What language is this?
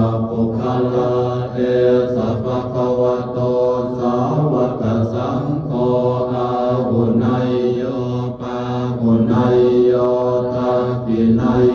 Pali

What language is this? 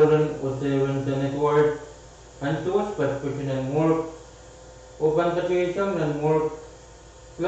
Pohnpeian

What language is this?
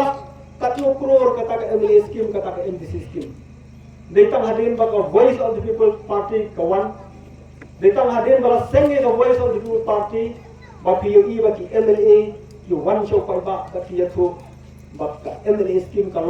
Khasi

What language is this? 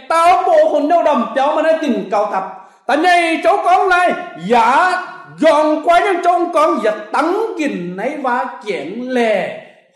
Kim Mun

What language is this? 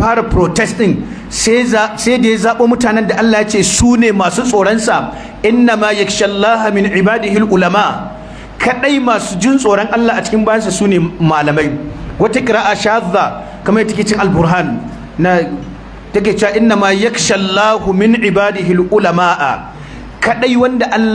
Hausa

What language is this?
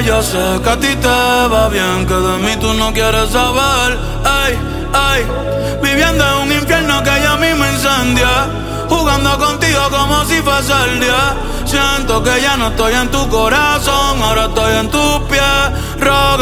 Spanish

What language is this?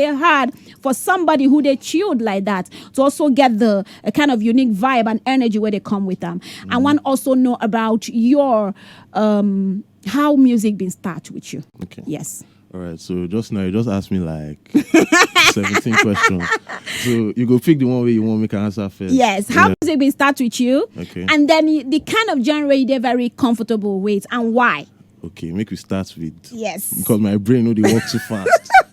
Nigerian Pidgin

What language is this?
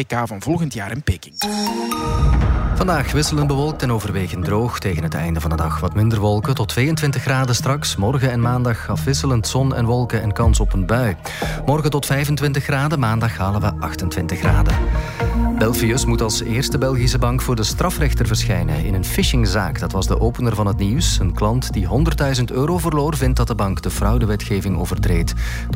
Dutch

